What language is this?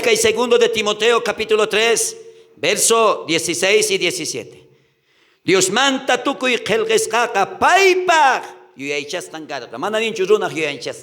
South Bolivian Quechua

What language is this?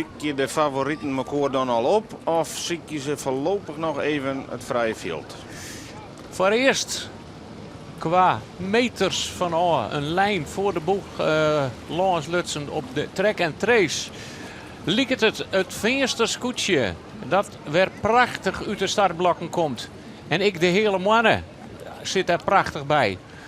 Western Frisian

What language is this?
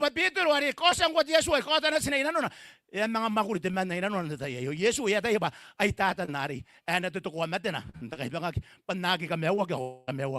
Gilbertese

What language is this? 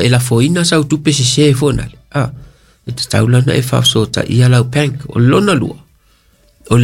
Samoan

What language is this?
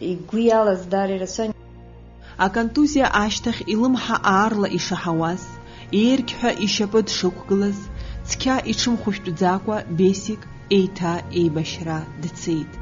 Abkhazian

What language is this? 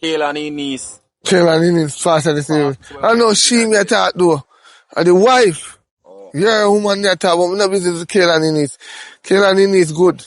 Jamaican Creole English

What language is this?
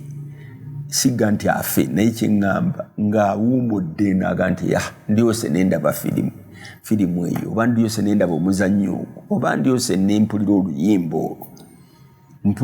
Ganda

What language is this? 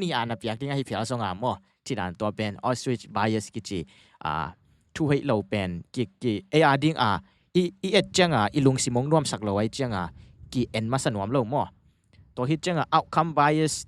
Tedim Chin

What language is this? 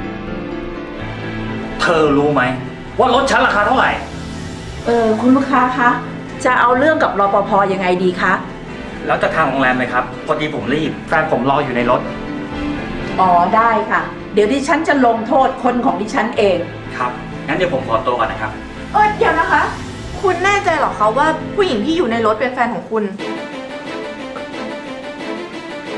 Thai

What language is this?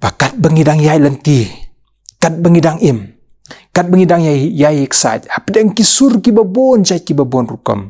Khasi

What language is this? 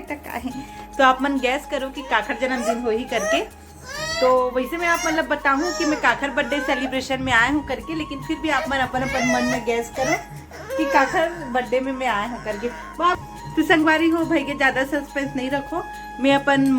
Chhattisgarhi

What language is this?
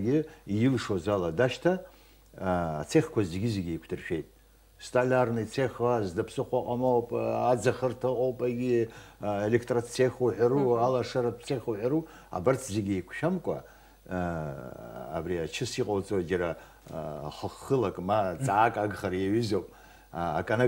Abkhazian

